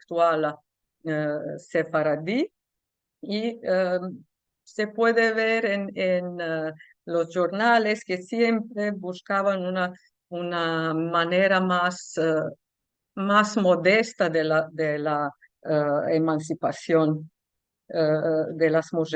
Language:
Ladino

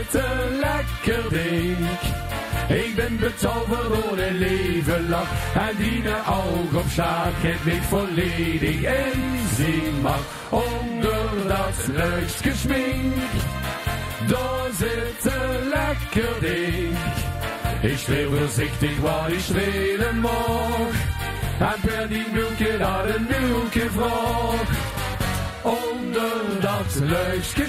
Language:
Limburgish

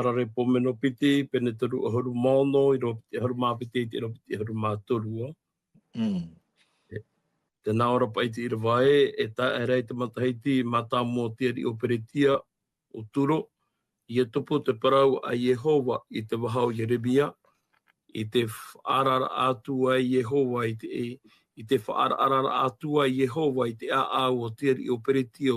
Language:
Tahitian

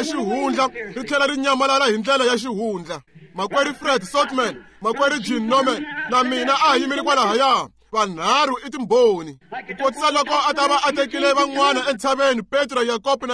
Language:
Tsonga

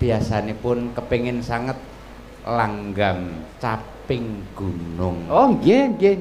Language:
Javanese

